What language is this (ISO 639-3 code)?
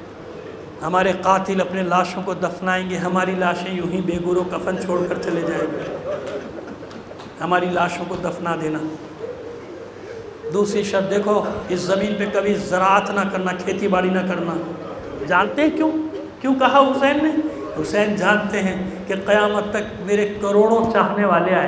urd